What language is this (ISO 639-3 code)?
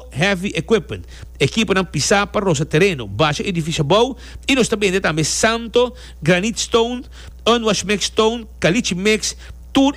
pap